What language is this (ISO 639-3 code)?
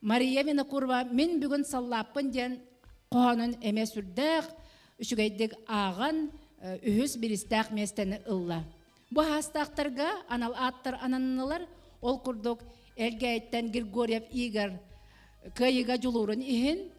sah